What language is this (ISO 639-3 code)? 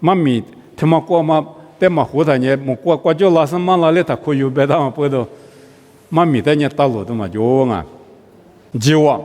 lis